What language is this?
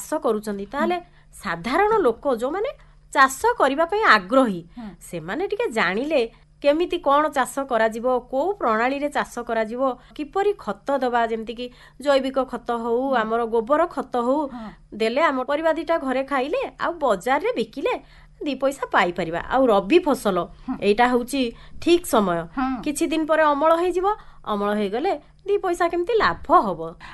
Odia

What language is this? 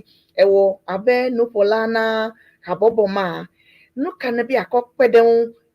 Ewe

